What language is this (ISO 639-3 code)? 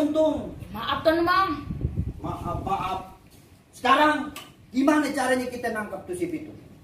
bew